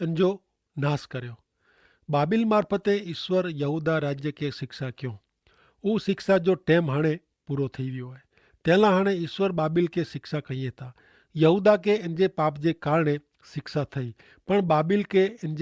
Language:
Kachhi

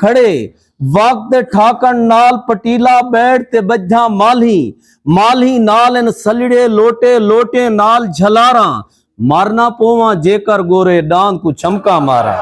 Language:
Saraiki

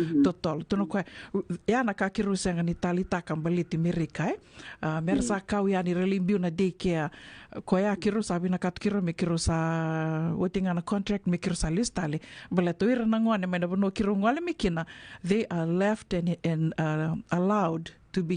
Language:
Fijian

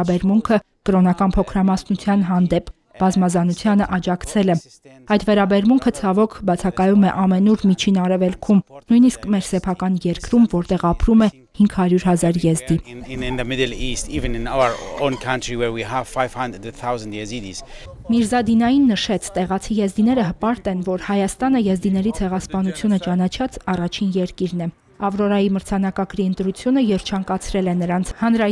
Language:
Armenian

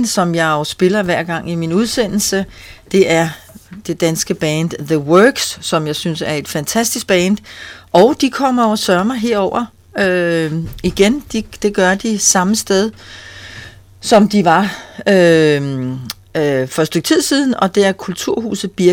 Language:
Danish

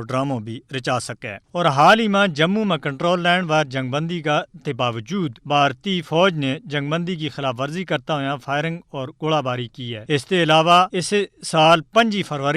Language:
Gujari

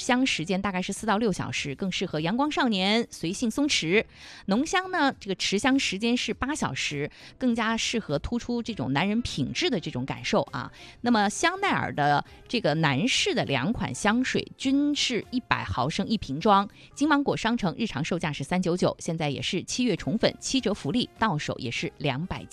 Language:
Chinese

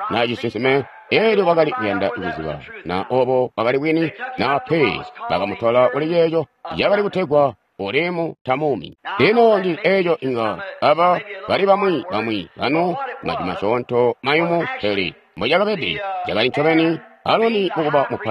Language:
Tonga (Zambia)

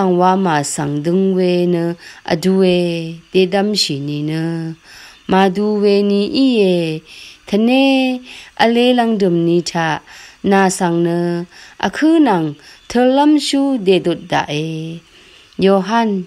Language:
Rawang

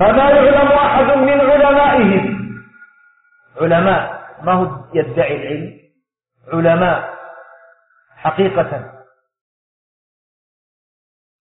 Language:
Arabic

